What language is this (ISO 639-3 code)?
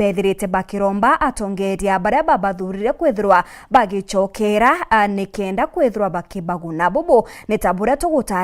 mer